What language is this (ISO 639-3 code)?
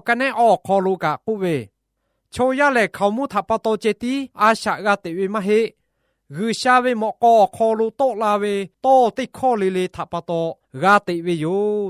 lhu